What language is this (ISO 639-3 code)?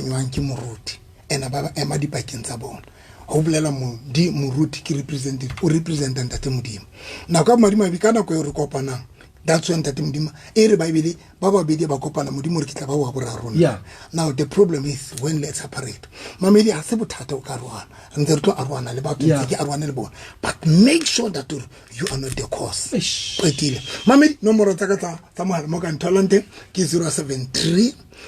sot